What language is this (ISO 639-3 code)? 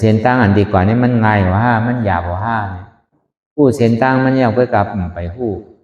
shn